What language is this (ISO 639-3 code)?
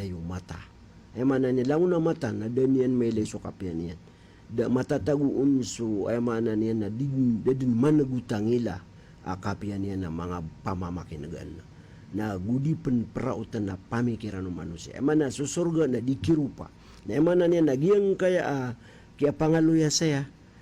mrw